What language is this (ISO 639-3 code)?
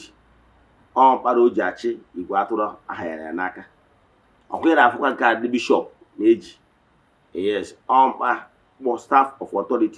ibo